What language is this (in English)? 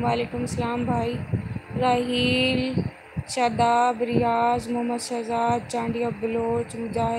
Saraiki